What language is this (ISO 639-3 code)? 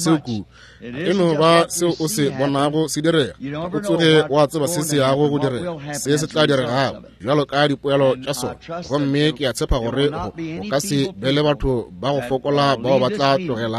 nso